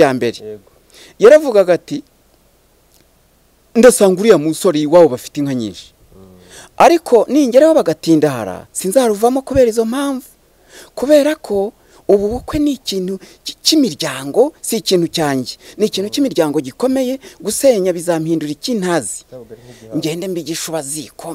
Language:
Kinyarwanda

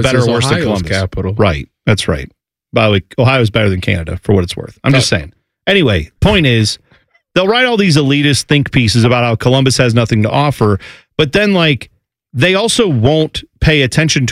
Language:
English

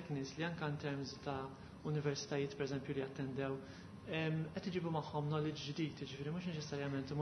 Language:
Maltese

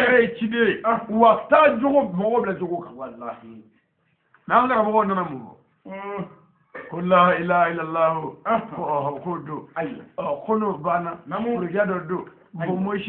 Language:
Bambara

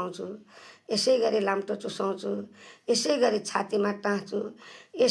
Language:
Nepali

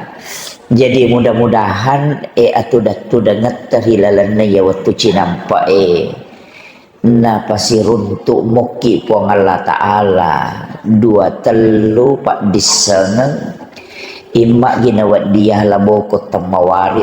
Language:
Buginese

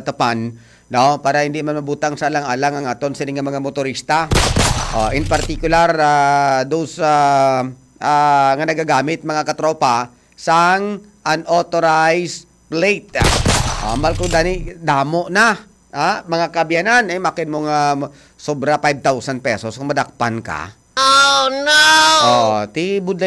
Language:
Hiligaynon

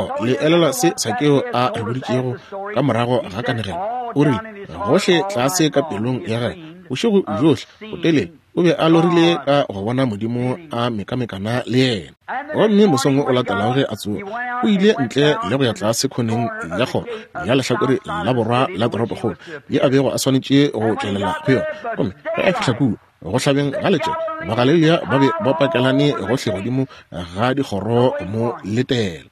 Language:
Northern Sotho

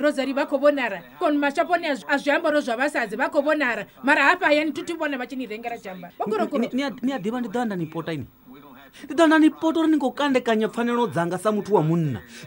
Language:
Venda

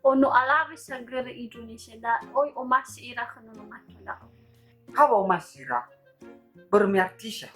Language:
Nias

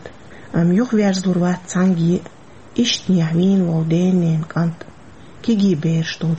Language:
Chechen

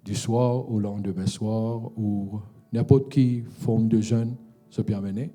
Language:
Morisyen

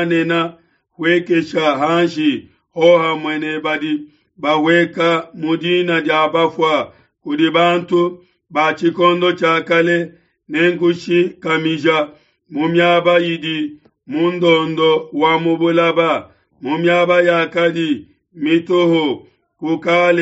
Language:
Luba-Lulua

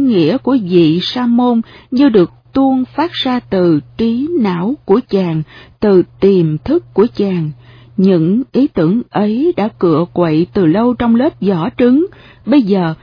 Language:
Vietnamese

